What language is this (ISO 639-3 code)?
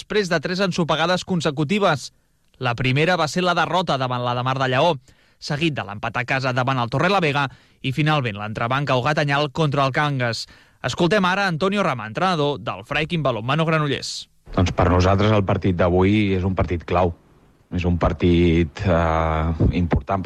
cat